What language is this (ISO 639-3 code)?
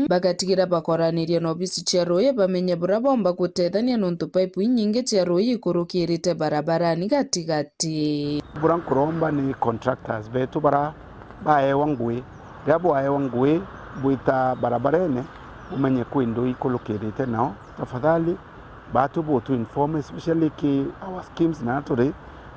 mer